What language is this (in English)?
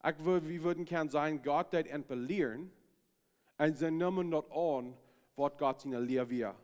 Plautdietsch